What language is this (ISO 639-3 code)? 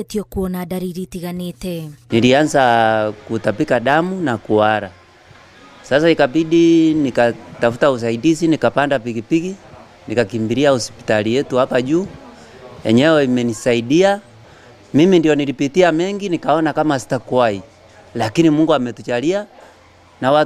kik